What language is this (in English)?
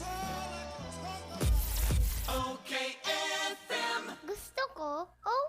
Bikol